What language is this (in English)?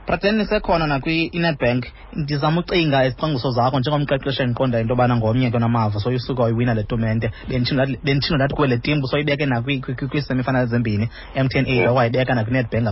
Xhosa